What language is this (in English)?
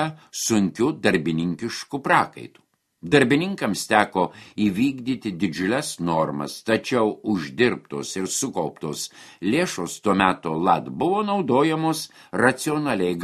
Lithuanian